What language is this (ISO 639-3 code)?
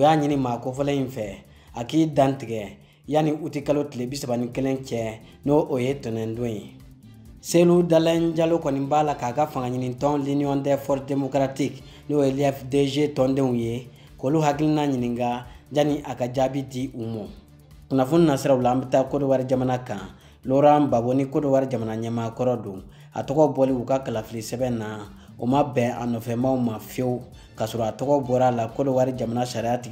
bam